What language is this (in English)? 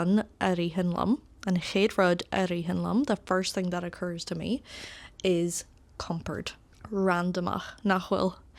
Irish